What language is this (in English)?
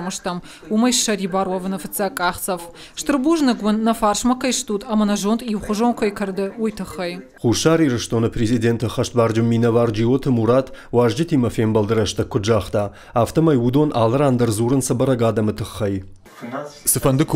Ossetic